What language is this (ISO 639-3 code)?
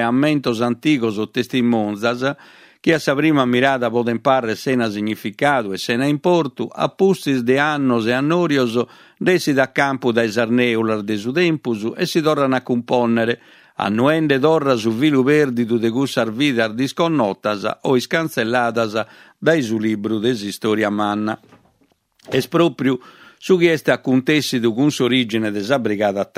srd